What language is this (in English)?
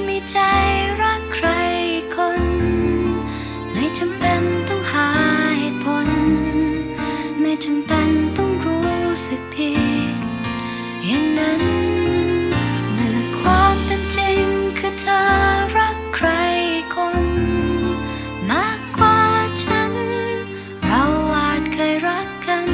Thai